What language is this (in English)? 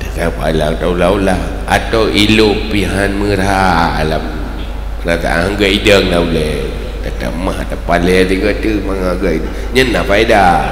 Achinese